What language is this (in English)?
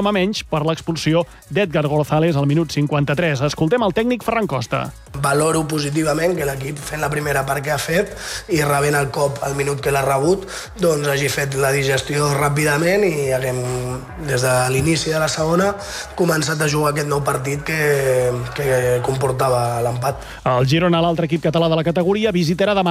Catalan